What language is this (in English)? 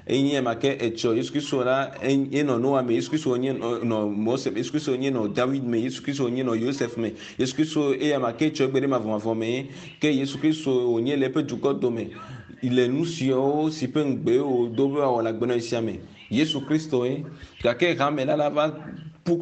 Ewe